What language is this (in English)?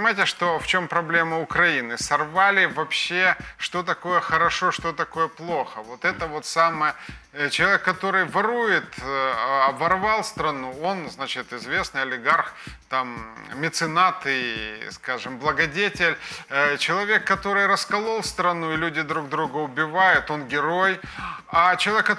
Russian